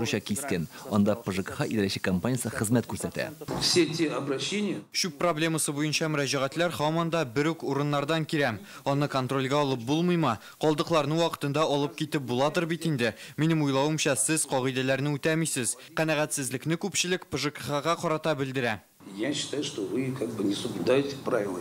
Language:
Tatar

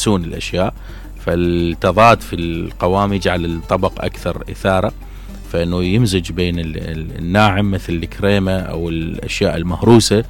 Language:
Mesopotamian Arabic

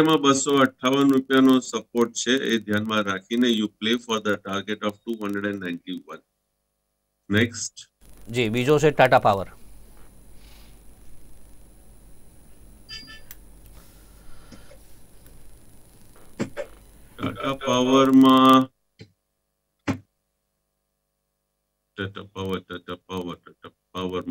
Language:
Gujarati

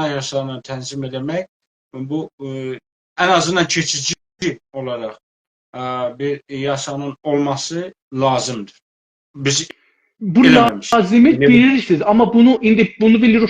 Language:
South Azerbaijani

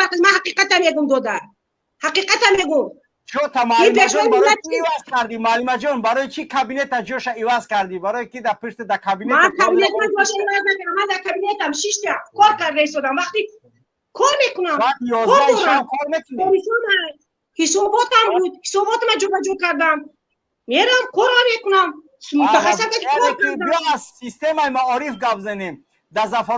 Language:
Tajik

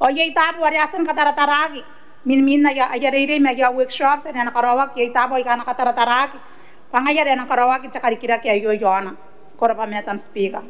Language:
Gilbertese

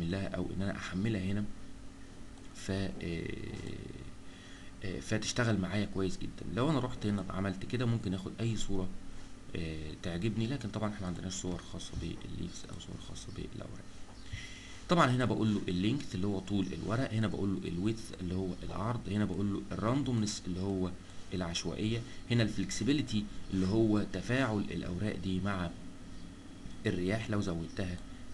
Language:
Egyptian Arabic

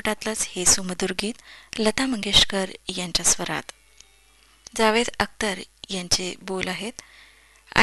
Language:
Marathi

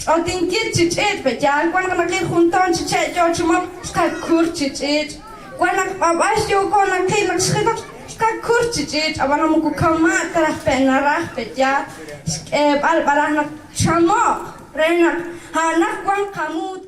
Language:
Kekchí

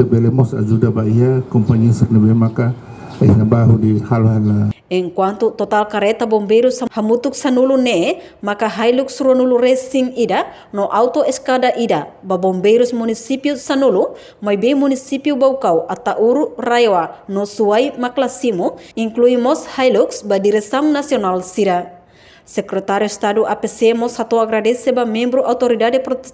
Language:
Tetum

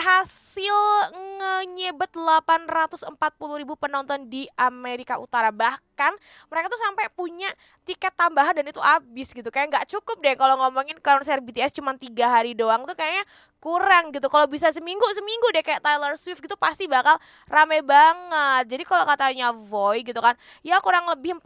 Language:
Indonesian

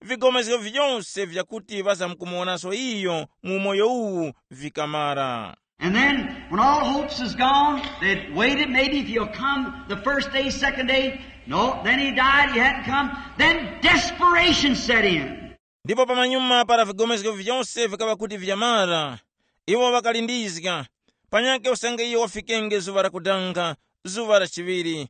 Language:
Tumbuka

